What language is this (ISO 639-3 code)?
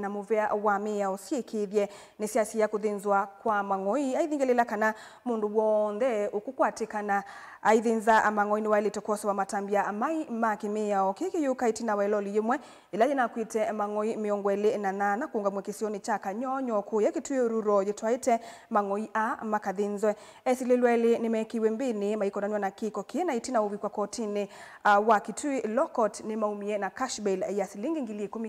kam